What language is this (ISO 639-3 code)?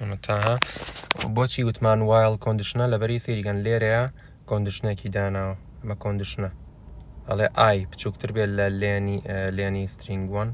ckb